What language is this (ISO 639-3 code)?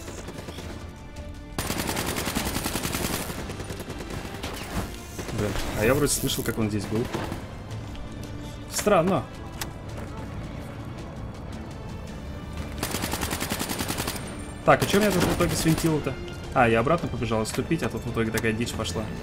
rus